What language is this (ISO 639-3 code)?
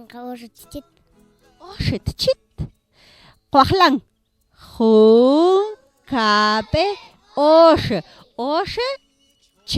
mam